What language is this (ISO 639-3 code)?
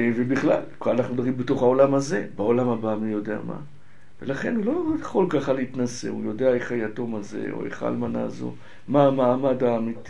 heb